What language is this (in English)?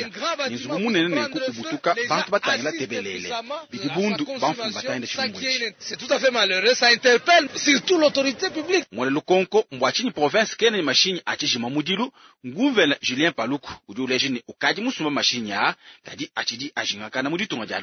Luba-Lulua